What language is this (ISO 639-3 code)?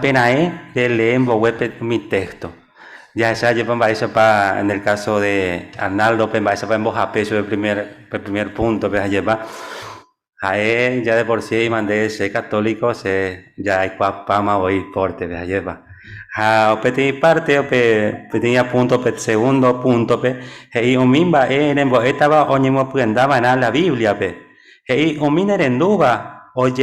grn